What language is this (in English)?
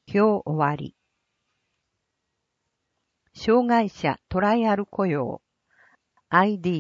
Japanese